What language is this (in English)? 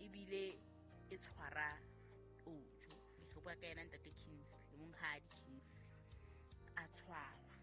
Southern Sotho